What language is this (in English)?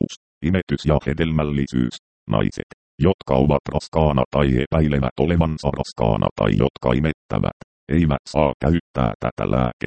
Finnish